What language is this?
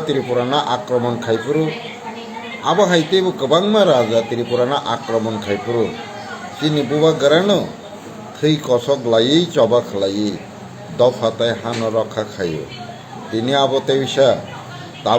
Kok Borok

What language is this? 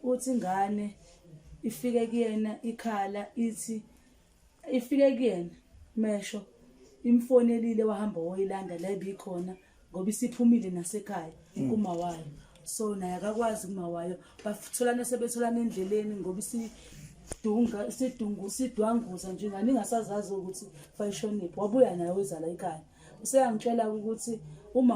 Zulu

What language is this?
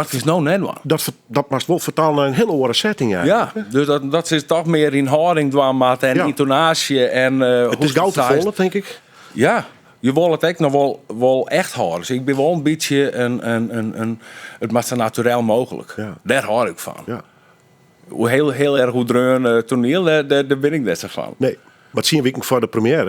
Western Frisian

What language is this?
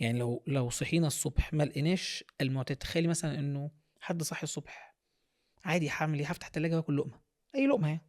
Egyptian Arabic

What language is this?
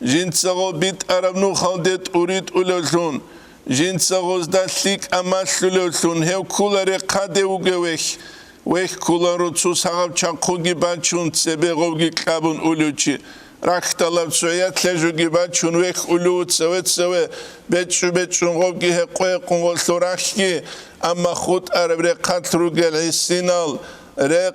Avaric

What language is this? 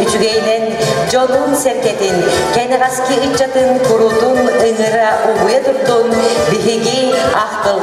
Yakut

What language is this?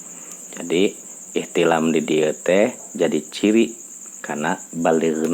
Sundanese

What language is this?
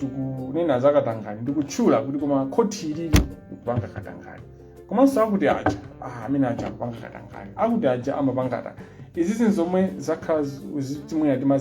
Nyanja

